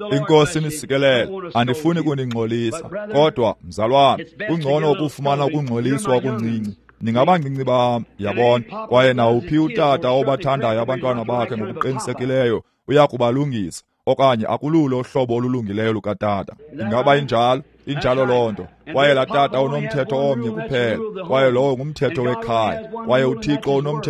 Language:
Xhosa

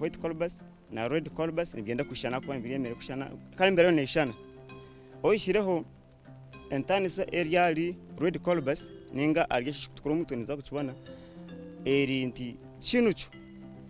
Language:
Nyankole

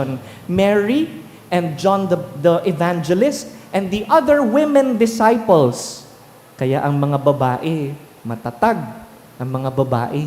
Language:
Bikol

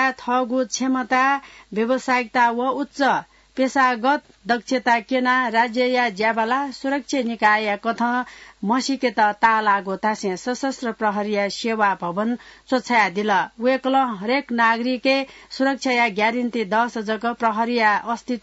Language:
Newari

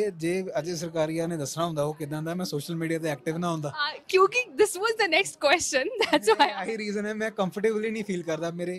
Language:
Punjabi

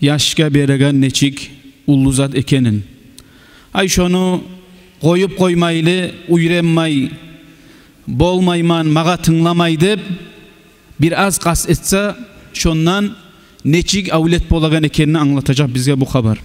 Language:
Kumyk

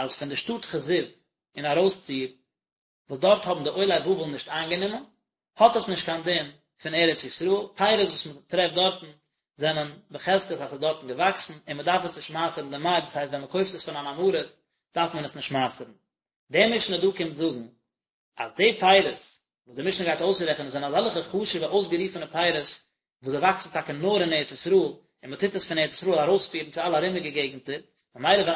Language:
Yiddish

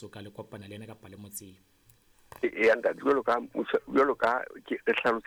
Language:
Southern Sotho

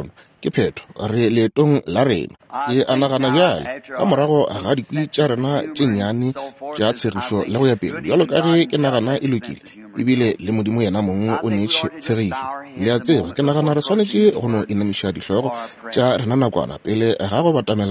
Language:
Northern Sotho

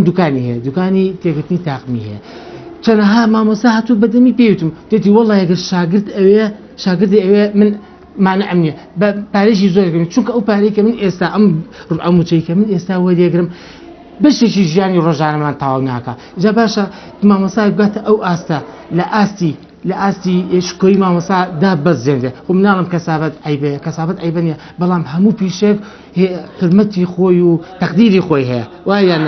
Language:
Central Kurdish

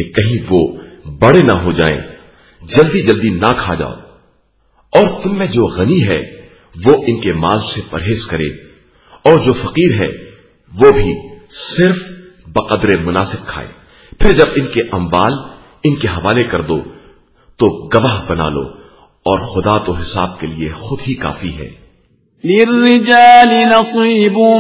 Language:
Urdu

